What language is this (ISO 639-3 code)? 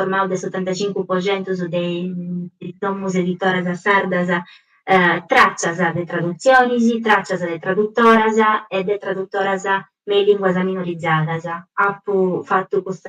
srd